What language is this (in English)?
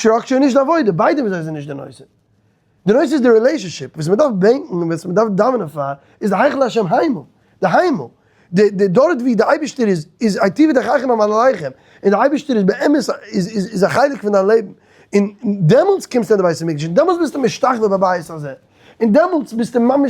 Yiddish